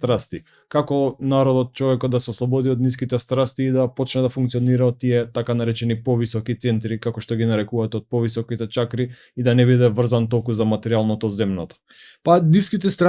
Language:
Macedonian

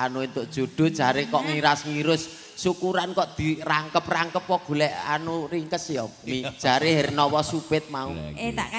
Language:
Javanese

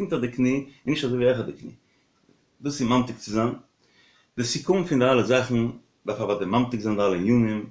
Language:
Yiddish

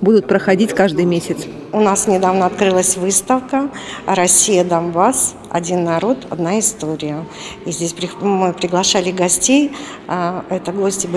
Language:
Russian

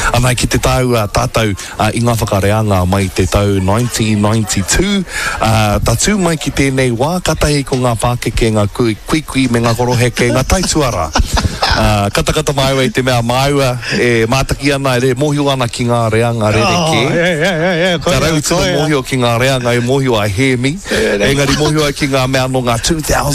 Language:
Māori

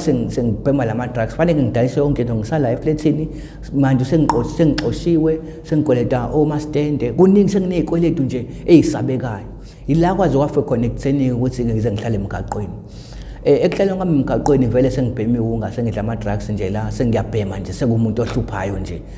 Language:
Zulu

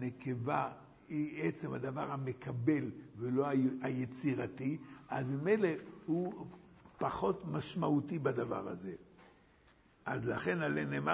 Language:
Hebrew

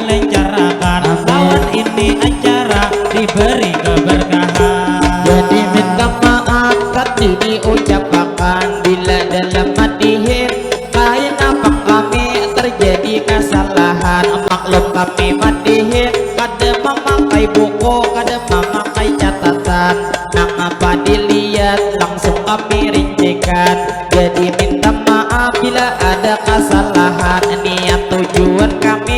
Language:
Banjar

